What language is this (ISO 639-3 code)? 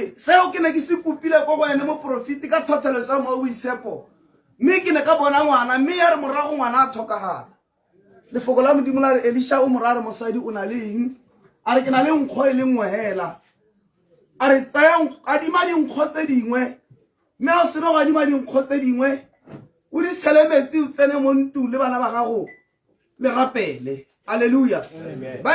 tsn